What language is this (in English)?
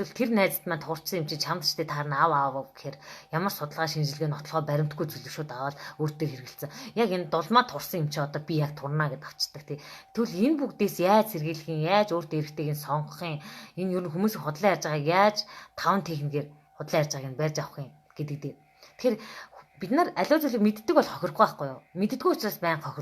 Mongolian